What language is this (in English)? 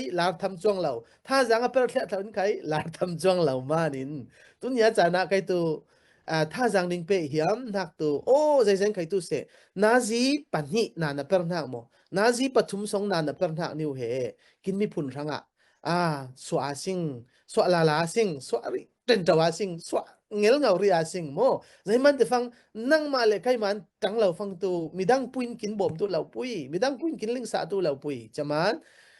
Falam Chin